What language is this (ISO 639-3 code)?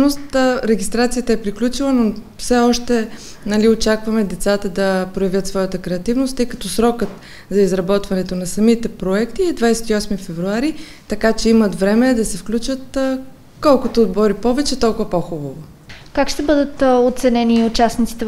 bul